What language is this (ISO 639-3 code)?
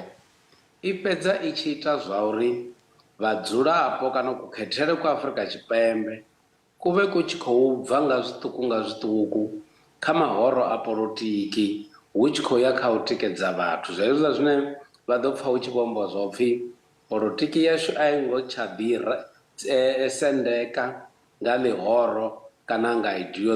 ven